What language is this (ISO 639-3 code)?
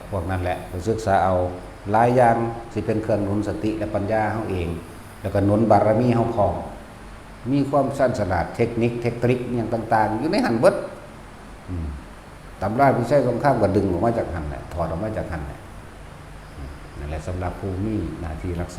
tts